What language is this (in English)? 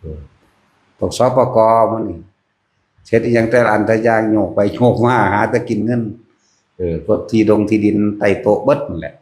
Northeastern Thai